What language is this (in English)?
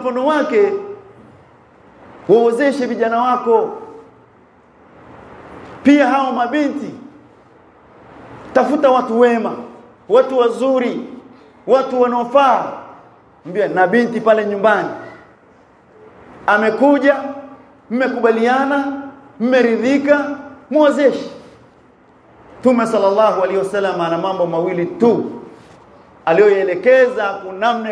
Swahili